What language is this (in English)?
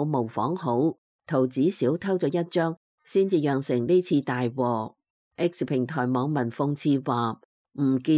Cantonese